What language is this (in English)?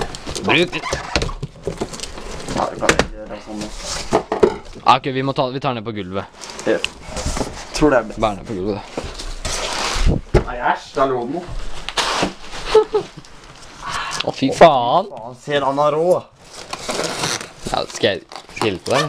Norwegian